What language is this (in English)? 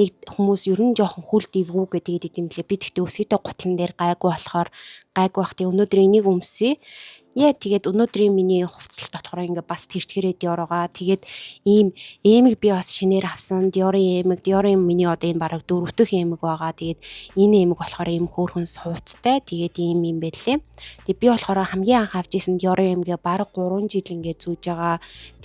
Mongolian